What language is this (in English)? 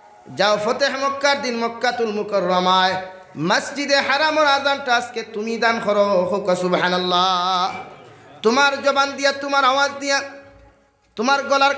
Sylheti